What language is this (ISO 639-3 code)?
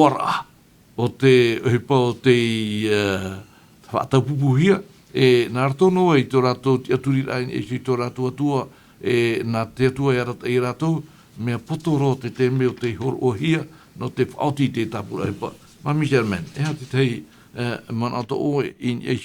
tah